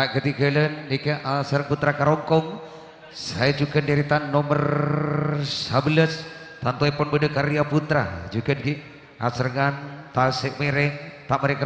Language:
Madurese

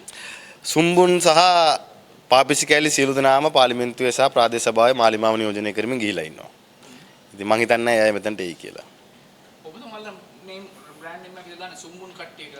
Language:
Sinhala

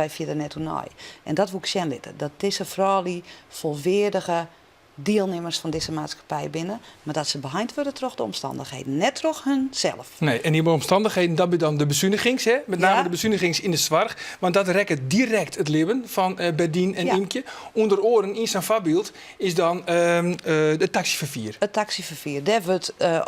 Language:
Western Frisian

